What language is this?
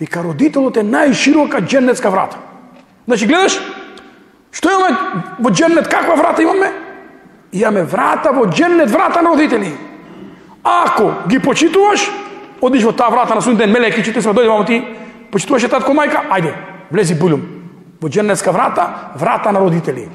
Macedonian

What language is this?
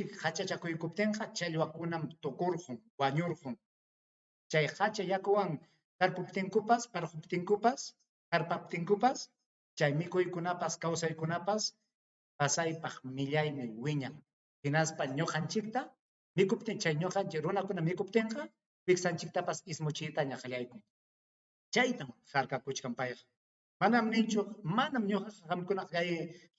Ayacucho Quechua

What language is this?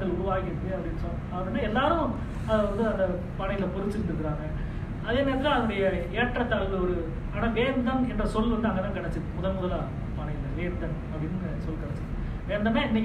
Tamil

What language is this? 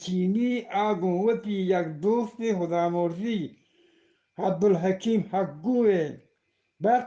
Eastern Balochi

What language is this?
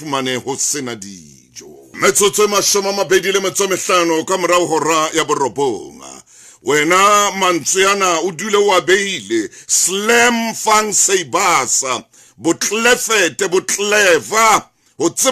Southern Sotho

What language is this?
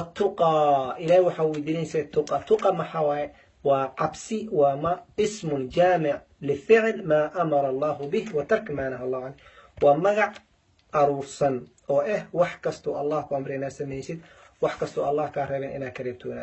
Somali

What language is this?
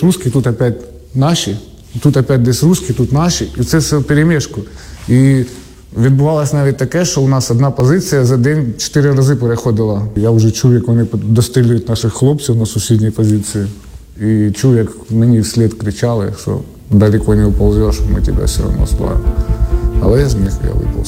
Ukrainian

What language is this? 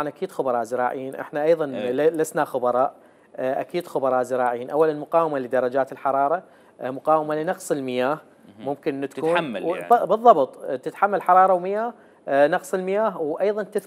Mesopotamian Arabic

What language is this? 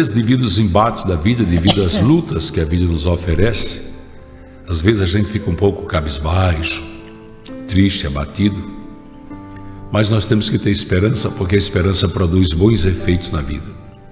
Portuguese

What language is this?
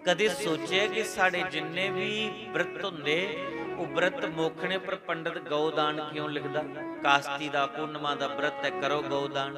Dogri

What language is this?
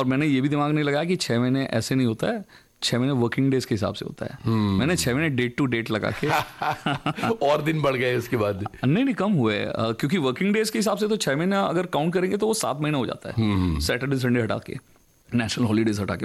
Hindi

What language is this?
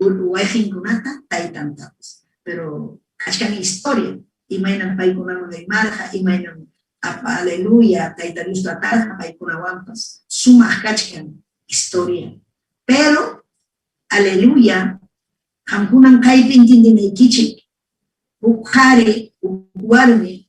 Ayacucho Quechua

